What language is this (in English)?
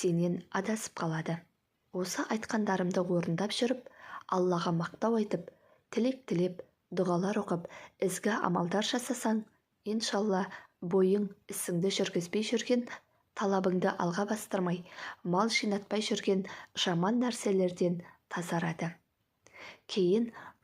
Kazakh